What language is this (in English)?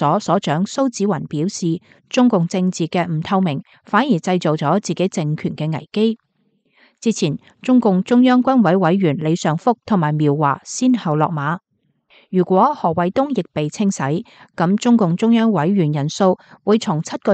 Cantonese